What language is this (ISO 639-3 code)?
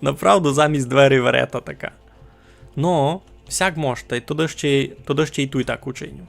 rue